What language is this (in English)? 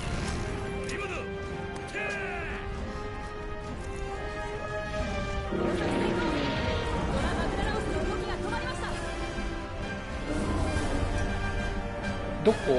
Japanese